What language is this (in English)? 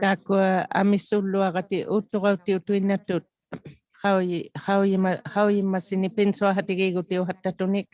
Inuktitut